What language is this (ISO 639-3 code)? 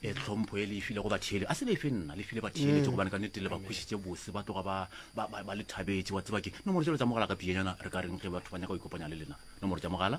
nso